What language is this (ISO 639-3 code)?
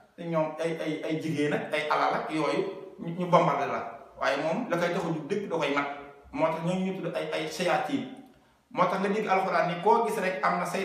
wol